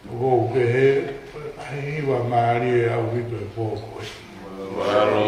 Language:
Tongan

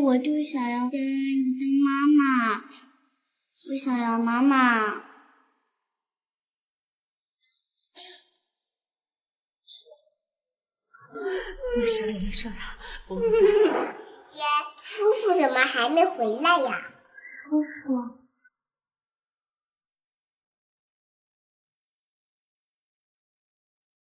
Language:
Chinese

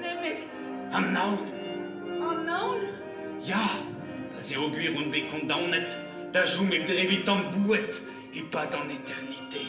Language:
Breton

